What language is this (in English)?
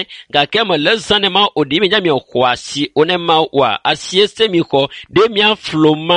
Ewe